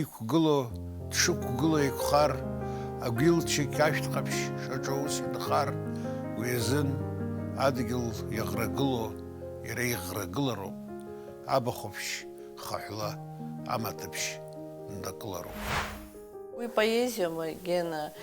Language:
Abkhazian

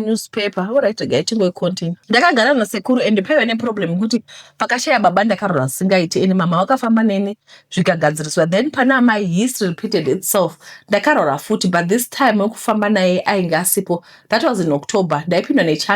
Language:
Shona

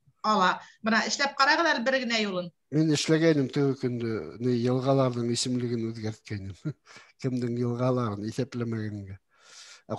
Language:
Bashkir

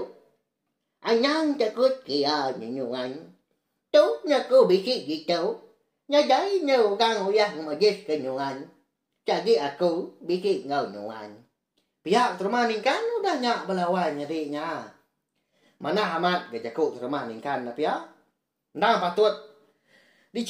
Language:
Iban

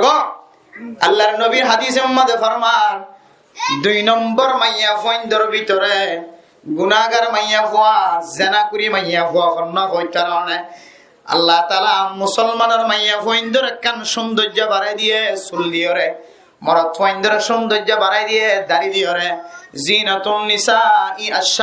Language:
Rohingya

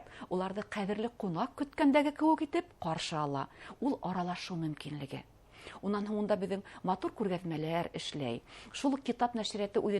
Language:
Bashkir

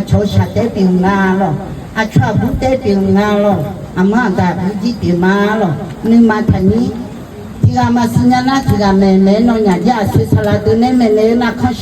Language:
Akha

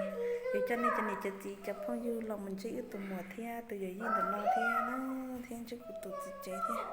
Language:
Hmong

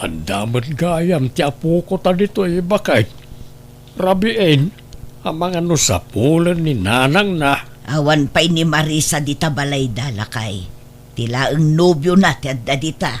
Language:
Iloko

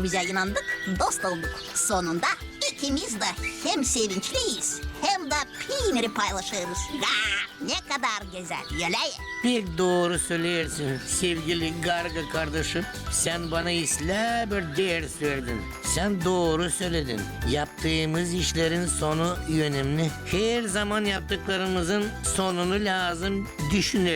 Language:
Gagauz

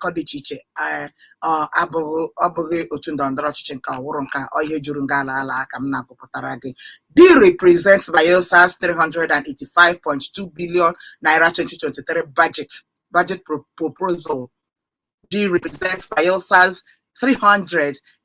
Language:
Igbo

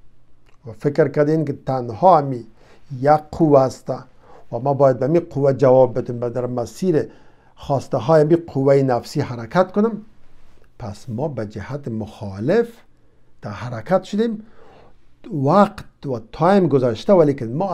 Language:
Persian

